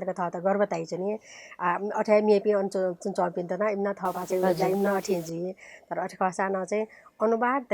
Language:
Newari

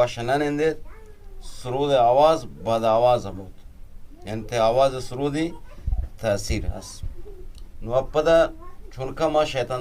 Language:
Eastern Balochi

